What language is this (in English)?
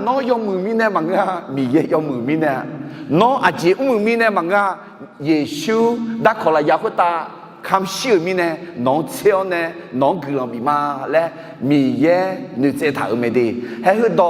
Akha